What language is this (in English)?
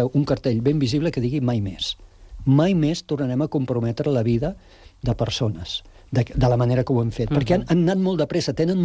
Catalan